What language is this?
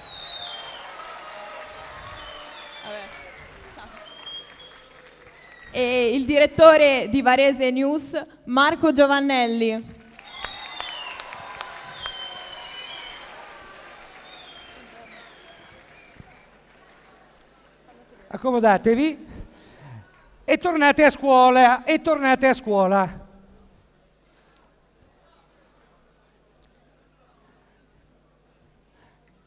Italian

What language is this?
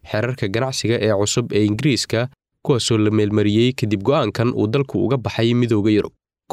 Somali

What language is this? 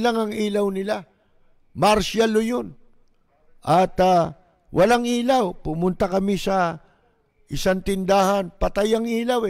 Filipino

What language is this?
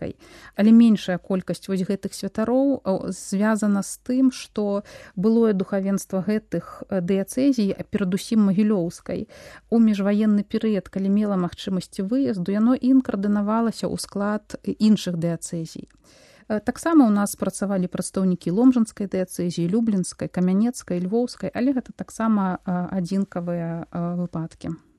Belarusian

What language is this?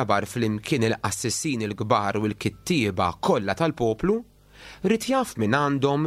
Maltese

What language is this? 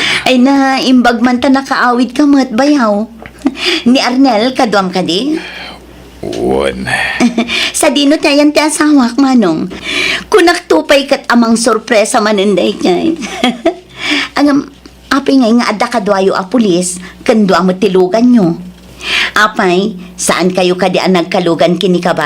Iloko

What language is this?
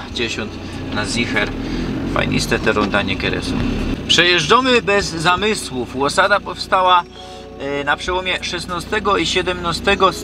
Silesian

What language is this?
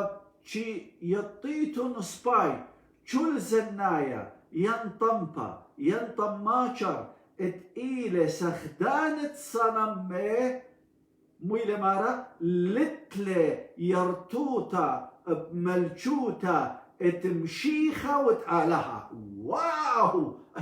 Assyrian Neo-Aramaic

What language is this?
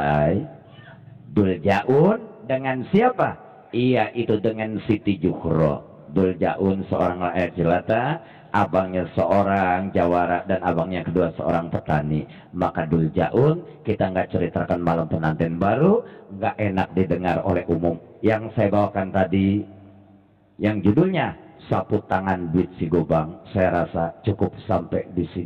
Betawi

